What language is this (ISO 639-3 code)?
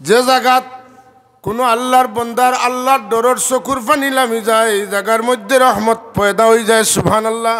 syl